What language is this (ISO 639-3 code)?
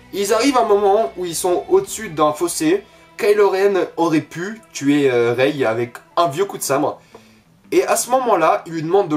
fra